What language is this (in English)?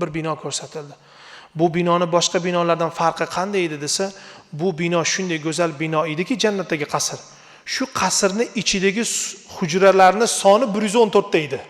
Uzbek